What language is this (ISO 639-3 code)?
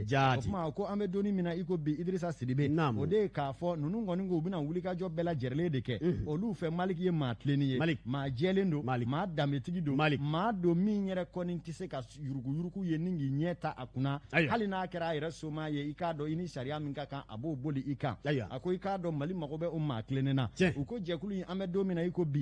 bam